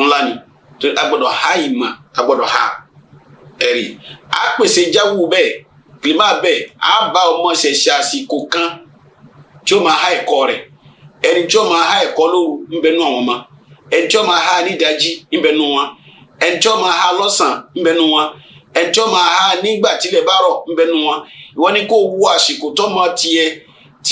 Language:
Yoruba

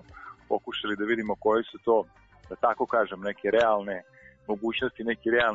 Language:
Serbian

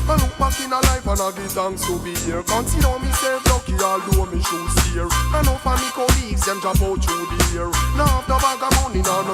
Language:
Jamaican Creole English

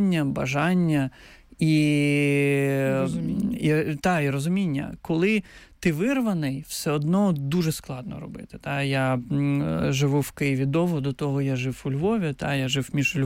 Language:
Ukrainian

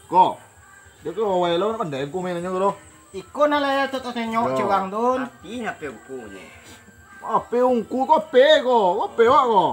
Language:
Minangkabau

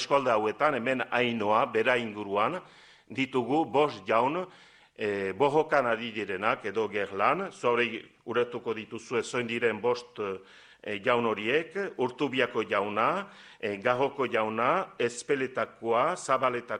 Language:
Basque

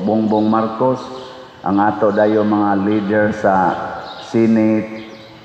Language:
Cebuano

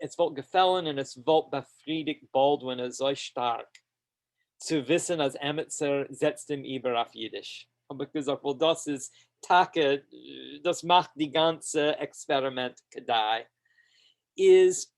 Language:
Yiddish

